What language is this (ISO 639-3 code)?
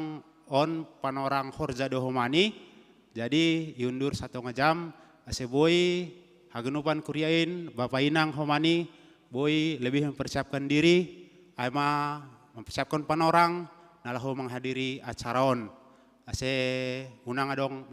bts